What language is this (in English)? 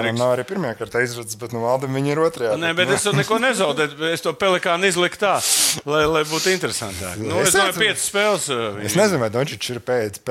Latvian